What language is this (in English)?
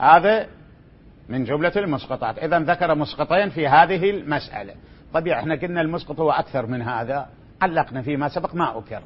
Mesopotamian Arabic